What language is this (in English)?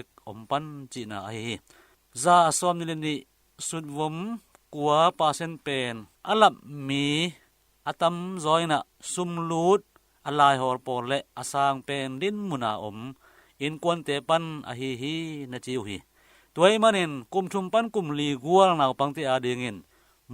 Tedim Chin